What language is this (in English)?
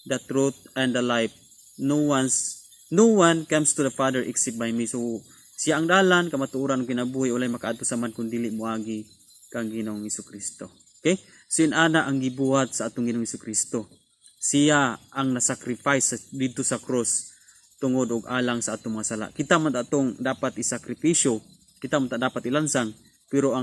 Cebuano